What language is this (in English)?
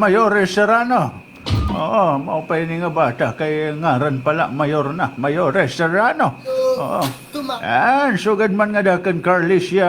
Waray